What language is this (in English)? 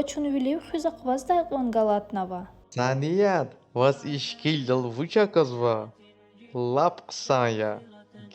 Lezghian